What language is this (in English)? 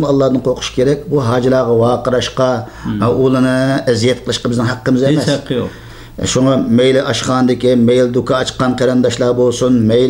Uyghur